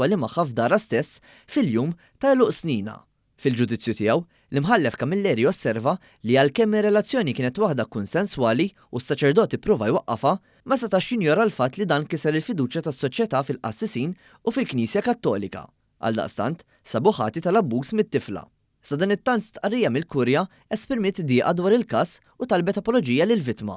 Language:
Maltese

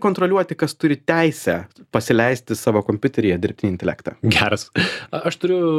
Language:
Lithuanian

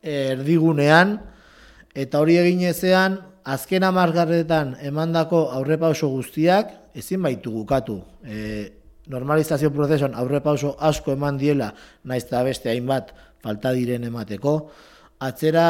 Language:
Basque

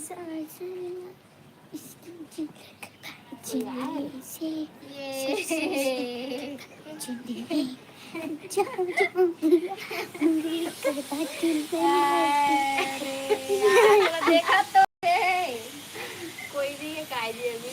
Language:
Chhattisgarhi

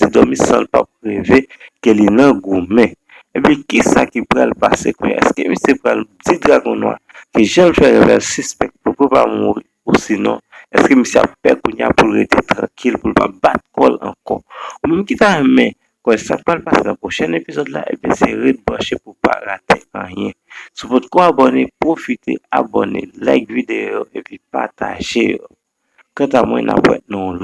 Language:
Haitian Creole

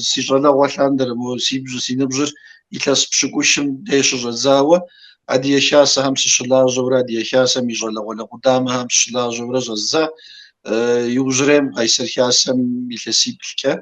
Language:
Kabardian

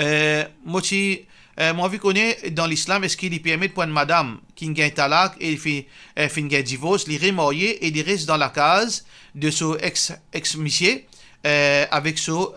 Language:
Morisyen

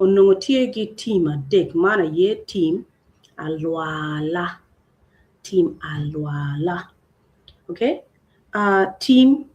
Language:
Acoli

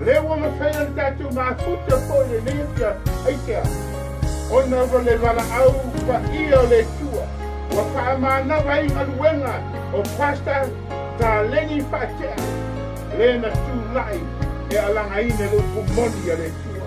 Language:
Samoan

